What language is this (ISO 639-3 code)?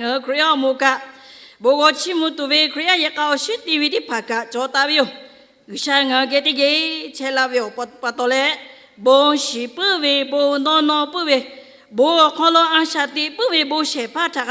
lhu